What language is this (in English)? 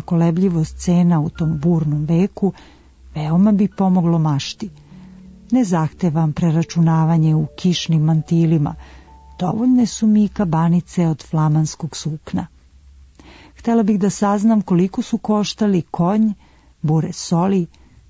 Serbian